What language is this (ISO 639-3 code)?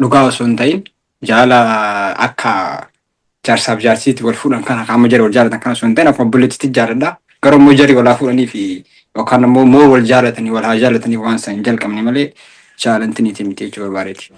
orm